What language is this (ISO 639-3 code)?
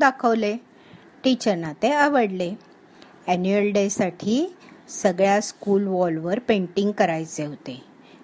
mar